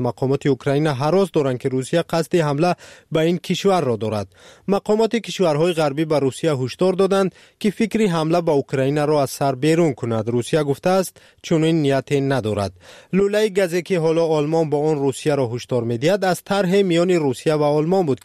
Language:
Persian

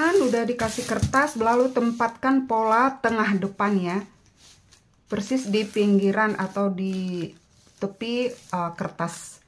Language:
Indonesian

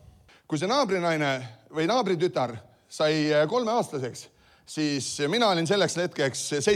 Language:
Estonian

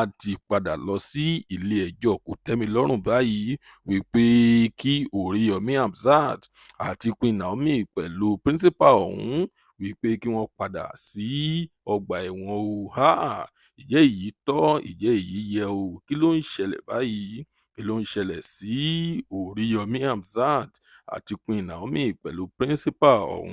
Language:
Yoruba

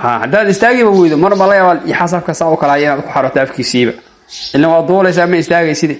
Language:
Somali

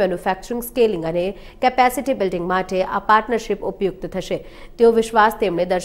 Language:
Gujarati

